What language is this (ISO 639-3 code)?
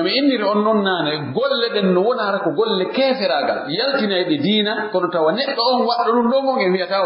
fuf